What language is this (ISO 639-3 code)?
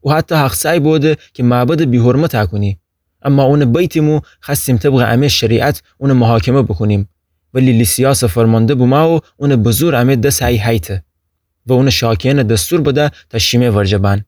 glk